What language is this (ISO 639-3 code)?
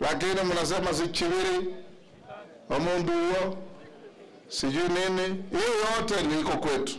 guz